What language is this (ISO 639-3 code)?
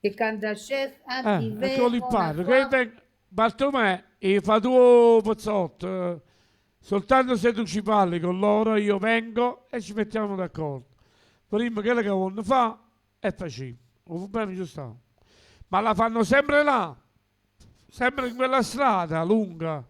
nap